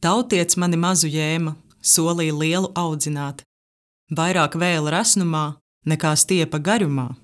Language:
Latvian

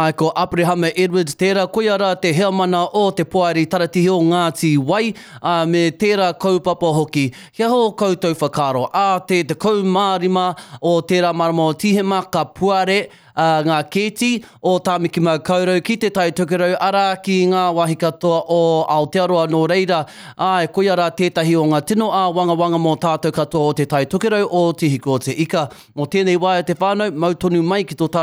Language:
Māori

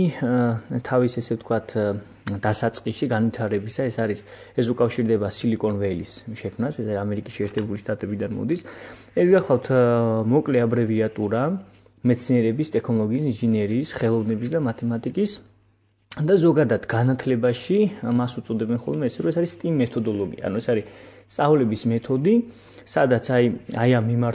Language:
Georgian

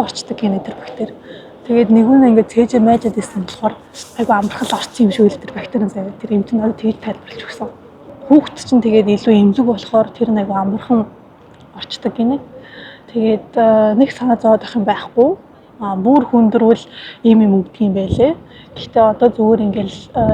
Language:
Mongolian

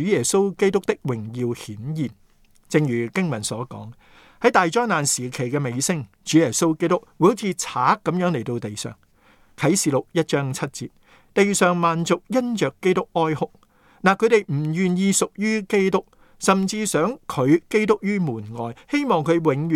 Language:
Cantonese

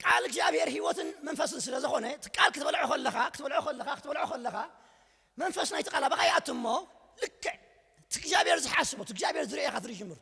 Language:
Tigrinya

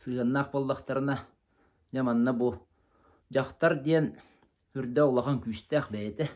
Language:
Yakut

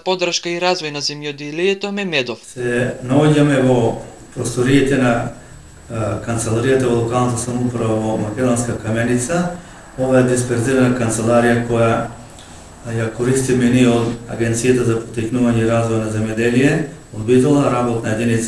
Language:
Macedonian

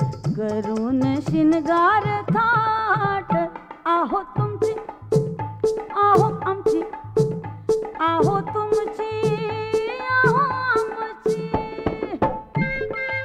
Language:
Marathi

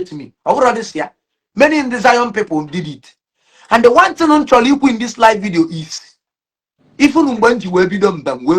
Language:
Igbo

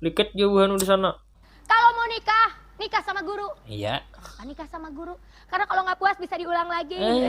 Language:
Banjar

